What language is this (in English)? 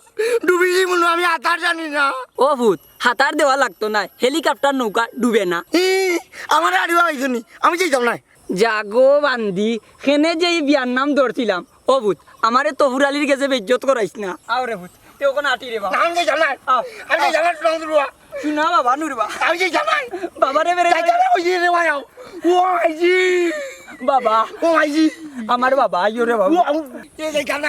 Sylheti